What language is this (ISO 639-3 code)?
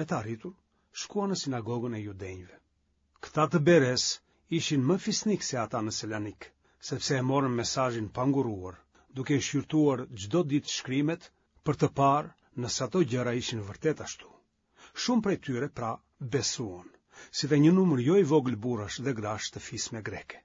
sqi